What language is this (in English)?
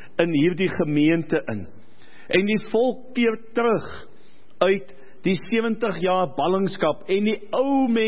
Afrikaans